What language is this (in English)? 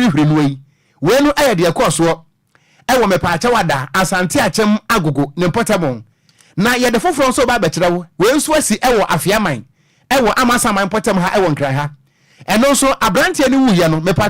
Akan